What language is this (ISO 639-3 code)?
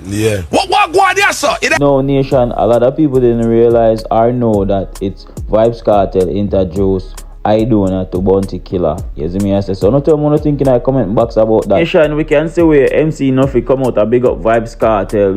jam